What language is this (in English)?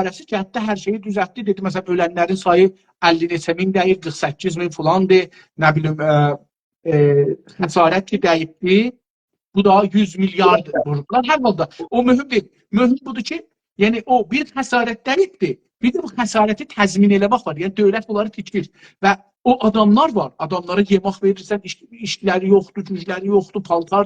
South Azerbaijani